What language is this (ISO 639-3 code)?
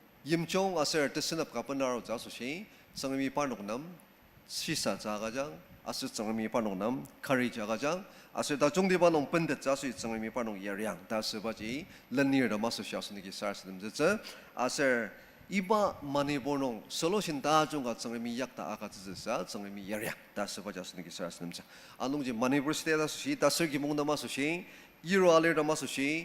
njo